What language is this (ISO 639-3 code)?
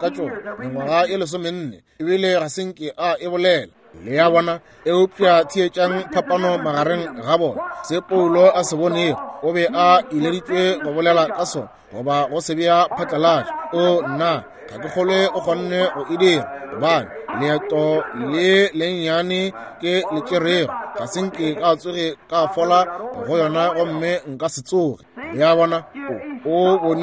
nso